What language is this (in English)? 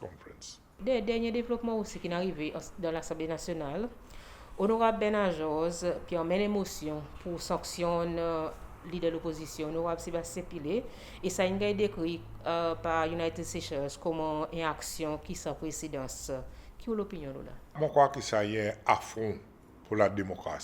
Seselwa Creole French